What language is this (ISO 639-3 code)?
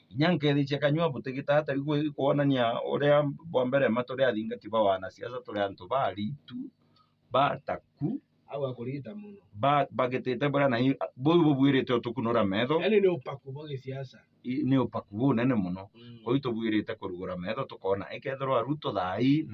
mer